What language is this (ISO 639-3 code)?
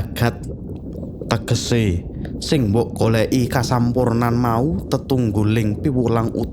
jav